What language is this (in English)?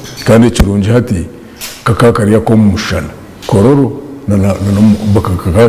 Nyankole